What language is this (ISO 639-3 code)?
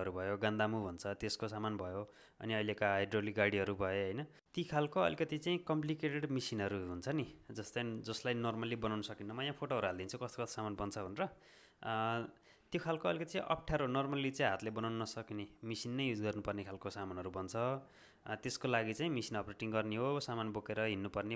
nep